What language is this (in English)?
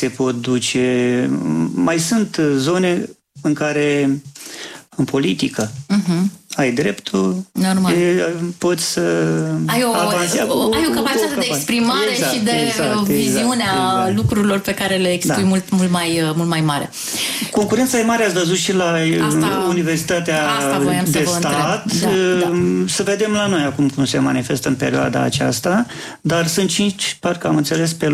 Romanian